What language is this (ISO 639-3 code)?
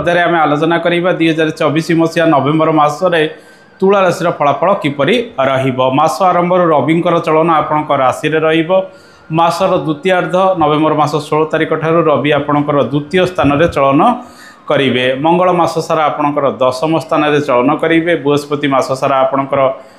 ori